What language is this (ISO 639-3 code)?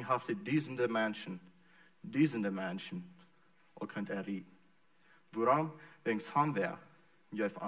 pdt